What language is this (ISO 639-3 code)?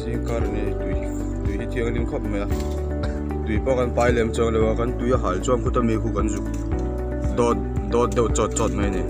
lus